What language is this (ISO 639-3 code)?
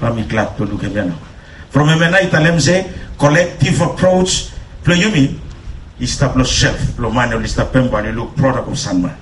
bis